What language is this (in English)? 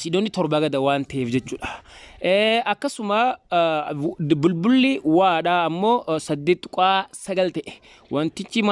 Oromo